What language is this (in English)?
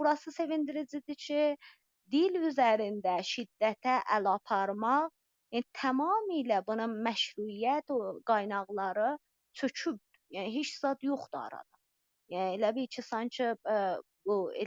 South Azerbaijani